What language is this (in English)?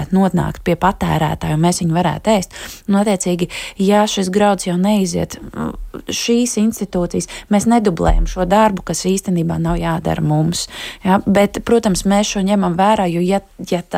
Latvian